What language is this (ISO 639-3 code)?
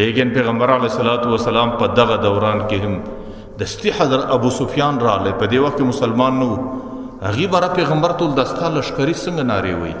pus